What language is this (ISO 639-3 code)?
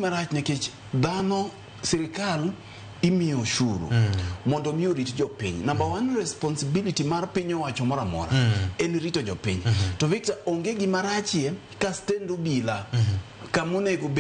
luo